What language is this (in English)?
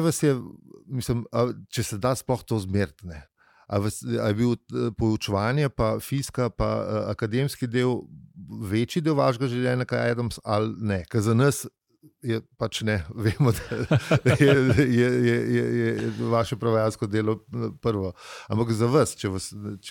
Slovenian